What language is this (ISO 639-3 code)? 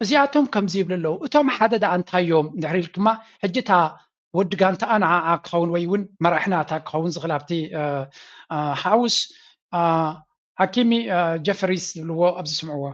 tir